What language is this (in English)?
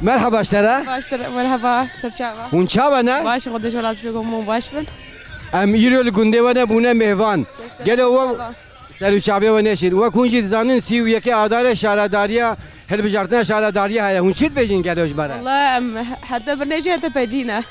Kurdish